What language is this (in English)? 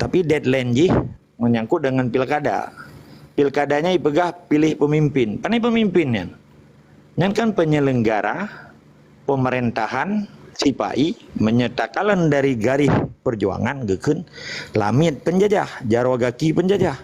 Achinese